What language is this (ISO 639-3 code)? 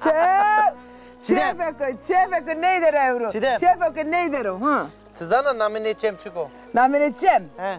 zza